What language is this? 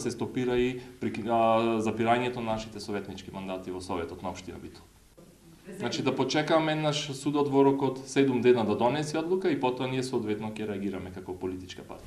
Macedonian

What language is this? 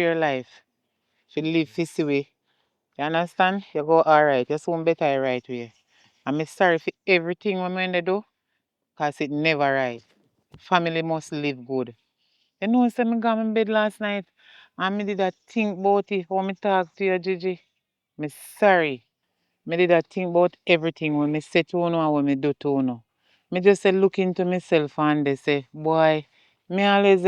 Jamaican Creole English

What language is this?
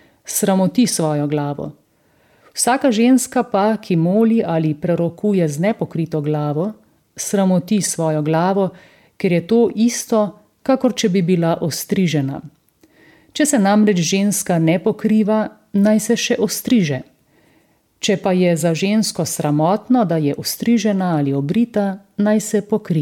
Slovenian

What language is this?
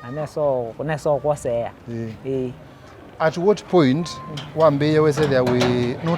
Kamba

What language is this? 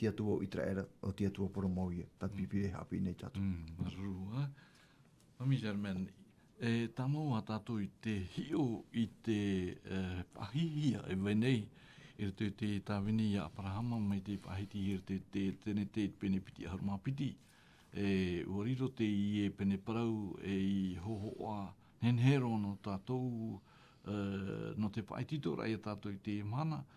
Tahitian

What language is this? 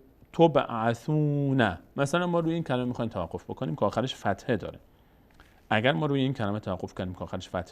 Persian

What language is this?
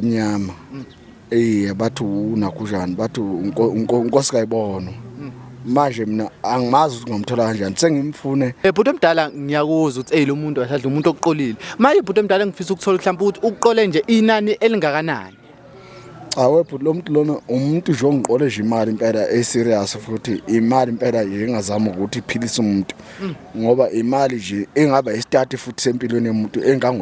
Zulu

